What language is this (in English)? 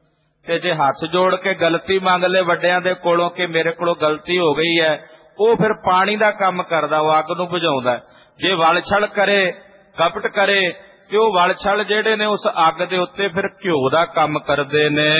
Punjabi